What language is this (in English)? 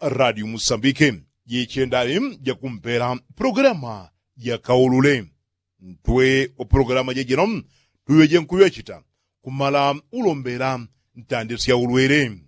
Yao